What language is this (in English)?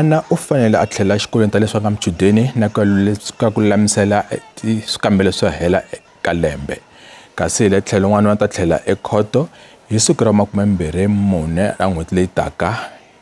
Tsonga